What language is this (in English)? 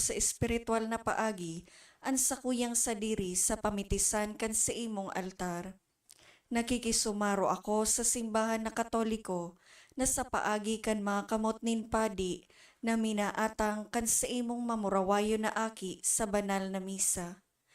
Bikol